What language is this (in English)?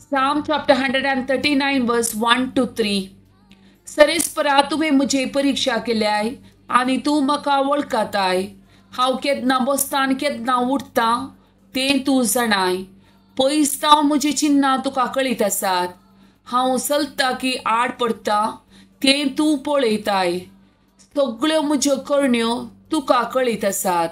Konkani